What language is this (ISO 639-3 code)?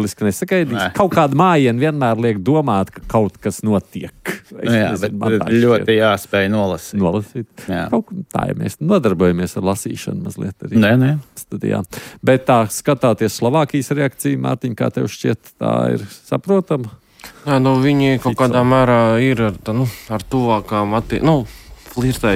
lav